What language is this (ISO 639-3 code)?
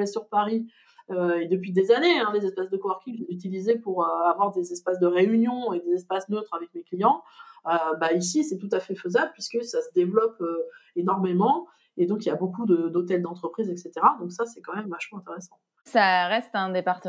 fra